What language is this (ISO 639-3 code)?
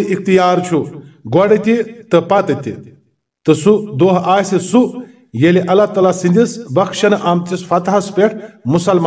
kas